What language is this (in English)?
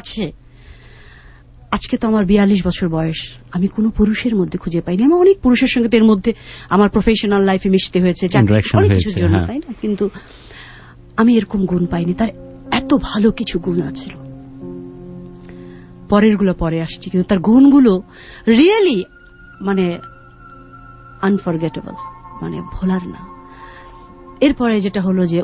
Bangla